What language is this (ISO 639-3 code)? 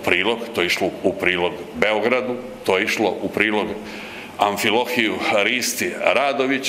hrv